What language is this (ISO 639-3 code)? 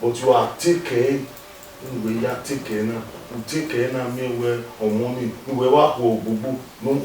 bin